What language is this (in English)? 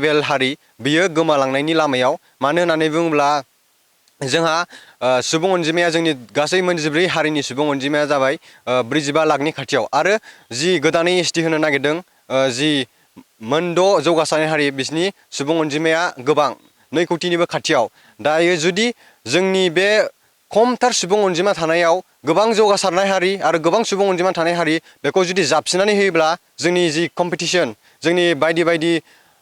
Bodo